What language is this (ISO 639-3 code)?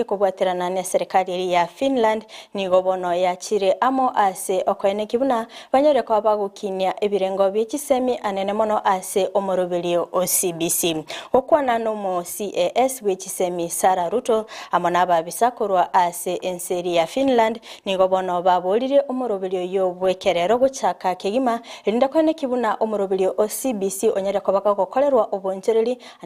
guz